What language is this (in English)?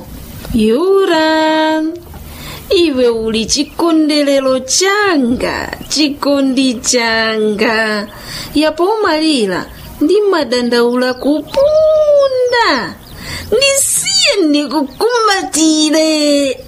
Nyanja